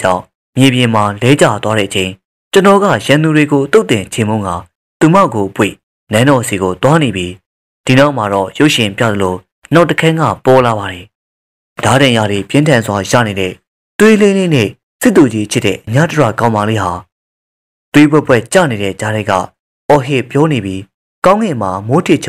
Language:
Burmese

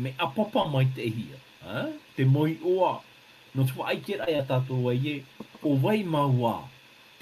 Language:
Tahitian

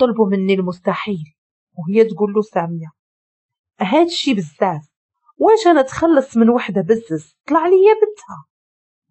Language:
Moroccan Arabic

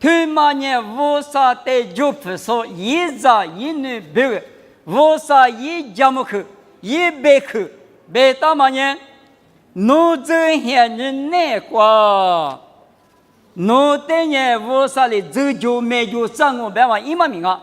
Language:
Lisu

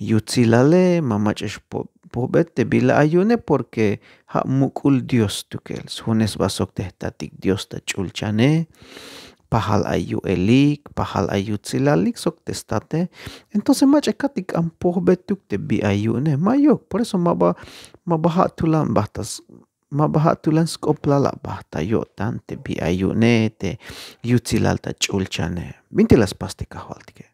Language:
Tzeltal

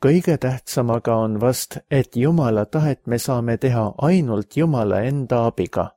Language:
Estonian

